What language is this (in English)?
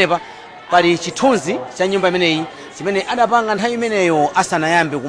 Nyanja